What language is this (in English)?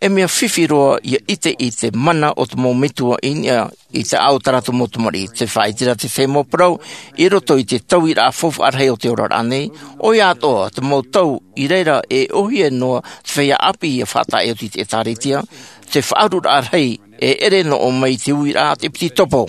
Tahitian